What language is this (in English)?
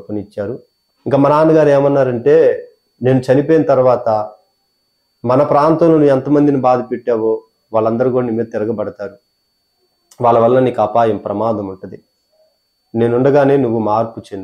Telugu